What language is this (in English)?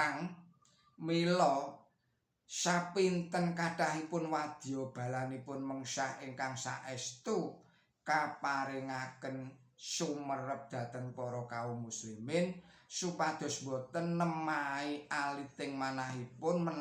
Javanese